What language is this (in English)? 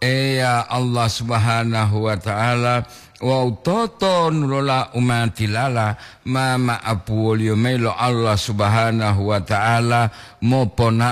Gorontalo